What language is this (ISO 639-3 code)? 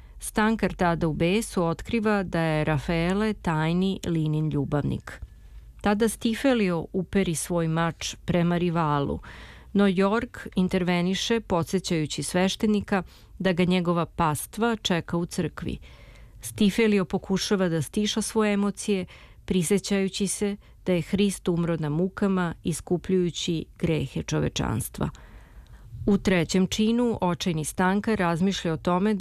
srp